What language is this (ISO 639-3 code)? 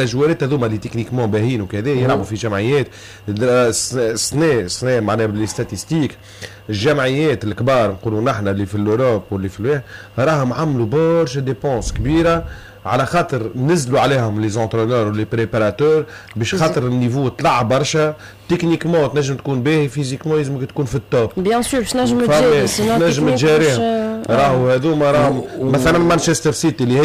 aeb